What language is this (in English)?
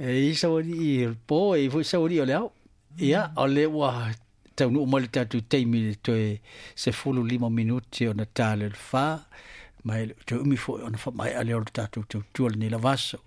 Samoan